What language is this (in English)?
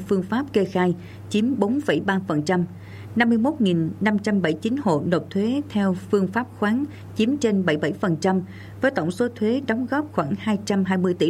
Vietnamese